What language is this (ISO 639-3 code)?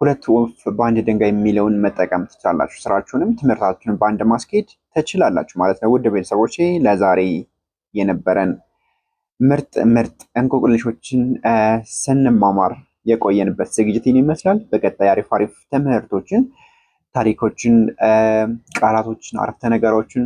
amh